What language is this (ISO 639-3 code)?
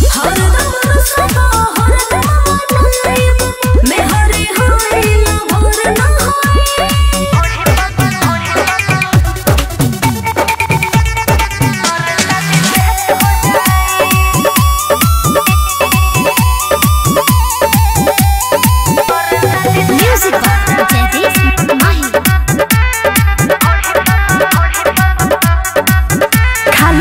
bho